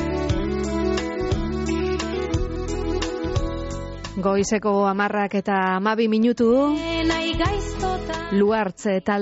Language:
Basque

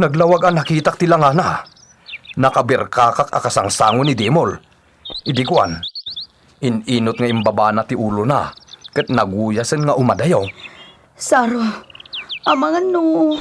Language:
Iloko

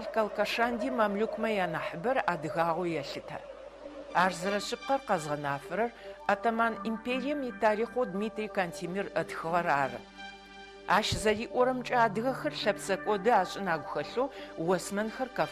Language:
Adyghe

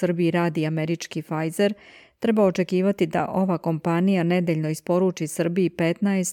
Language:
Serbian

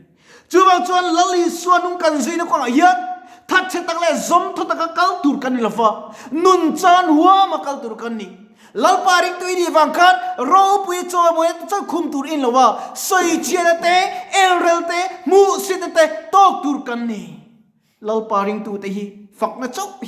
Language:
Mizo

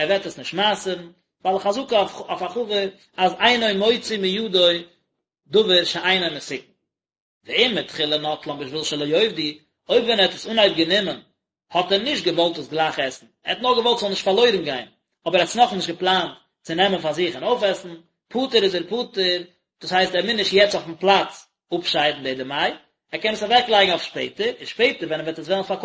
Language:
Yiddish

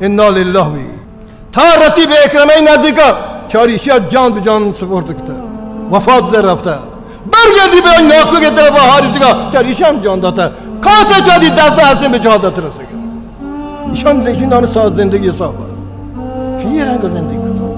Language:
Baluchi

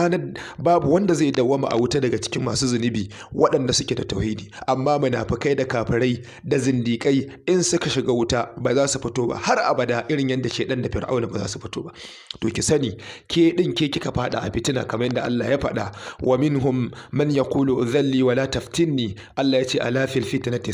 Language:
Hausa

